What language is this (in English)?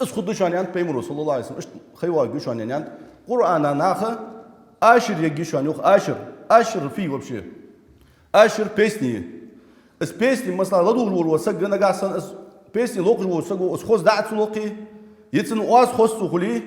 Ingush